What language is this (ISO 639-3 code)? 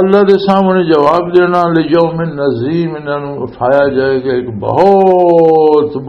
lah